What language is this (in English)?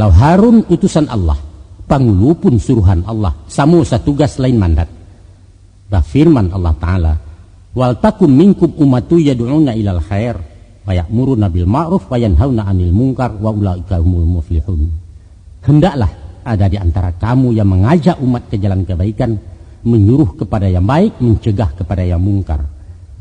Minangkabau